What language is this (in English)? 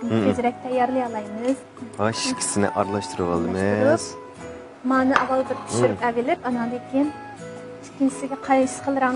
Uyghur